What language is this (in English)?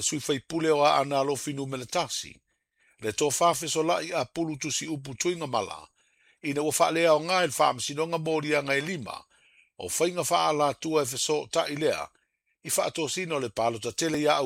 Samoan